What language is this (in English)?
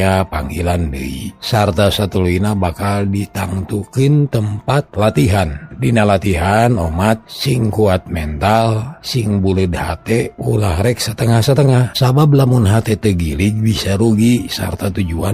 Sundanese